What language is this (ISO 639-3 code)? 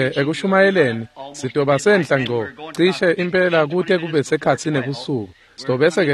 ssw